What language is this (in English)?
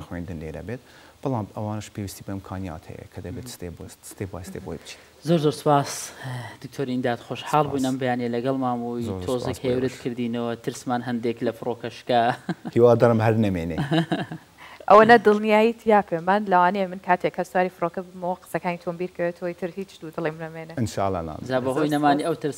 Central Kurdish